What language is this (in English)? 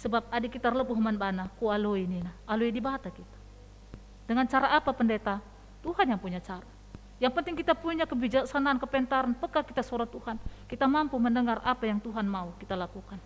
Batak Karo